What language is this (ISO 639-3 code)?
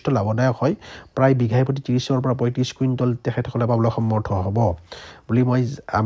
asm